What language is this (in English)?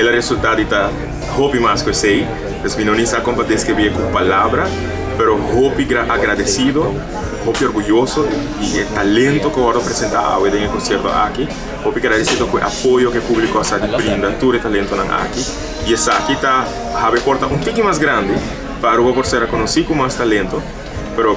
Papiamento